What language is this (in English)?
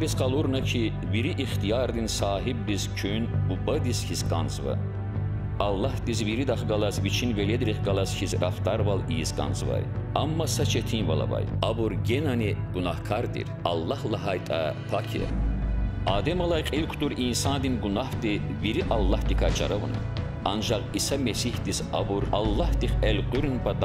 Lezghian